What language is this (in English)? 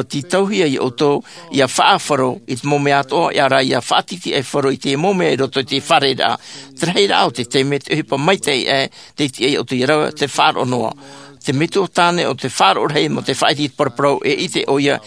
Tahitian